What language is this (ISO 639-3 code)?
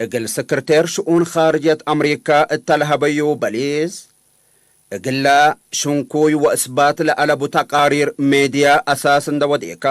tig